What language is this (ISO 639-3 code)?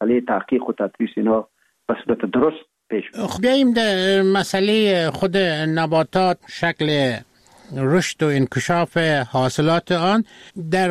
fas